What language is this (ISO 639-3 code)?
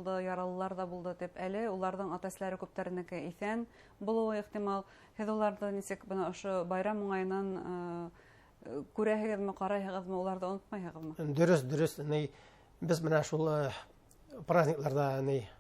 bak